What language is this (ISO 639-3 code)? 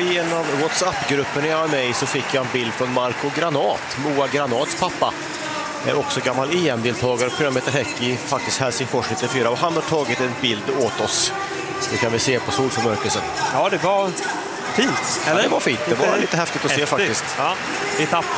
swe